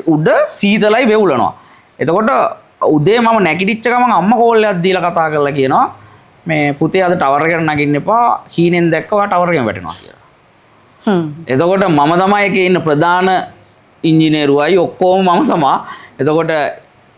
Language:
Sinhala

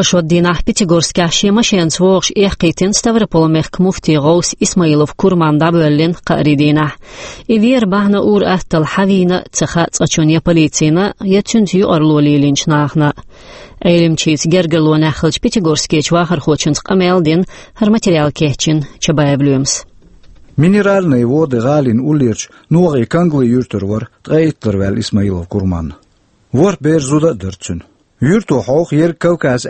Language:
Chechen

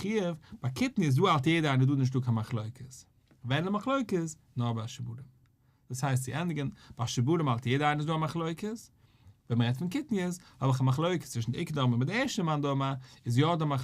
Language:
Yiddish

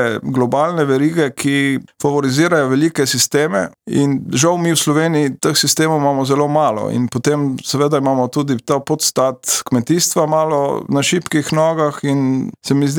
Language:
Slovenian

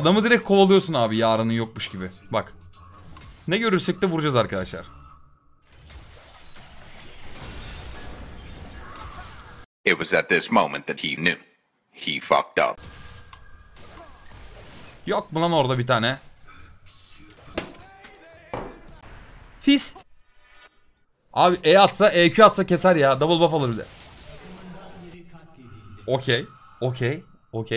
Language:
Turkish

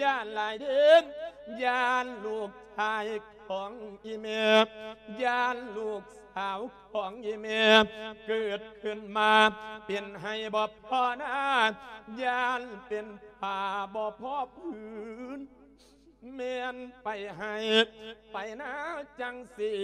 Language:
Lao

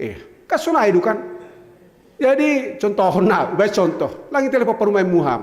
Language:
Batak Simalungun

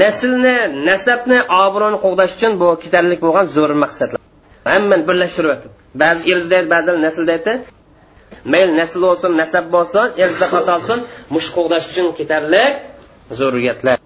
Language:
Uyghur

